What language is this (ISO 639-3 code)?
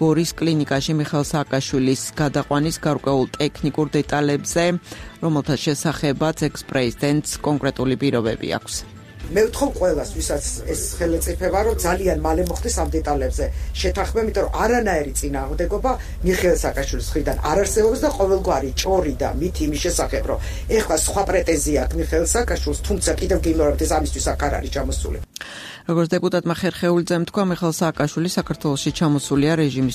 kat